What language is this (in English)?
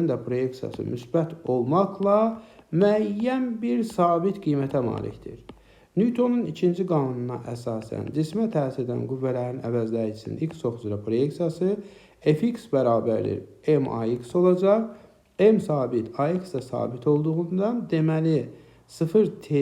Azerbaijani